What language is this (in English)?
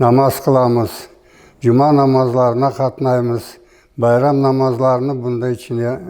Crimean Tatar